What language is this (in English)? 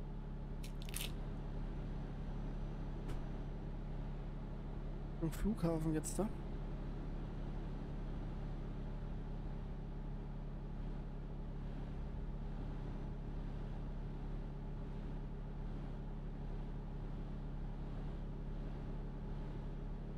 German